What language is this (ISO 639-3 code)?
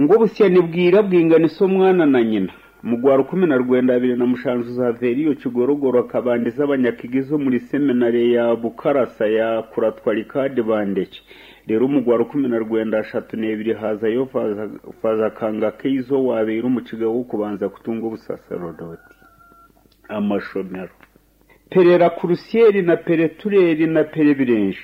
nyn